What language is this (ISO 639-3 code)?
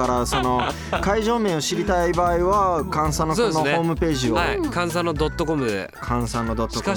jpn